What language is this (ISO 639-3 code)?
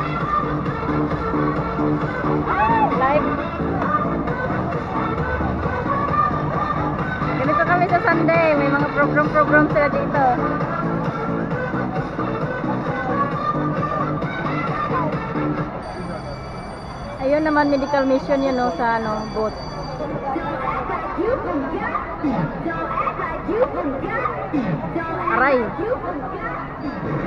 fil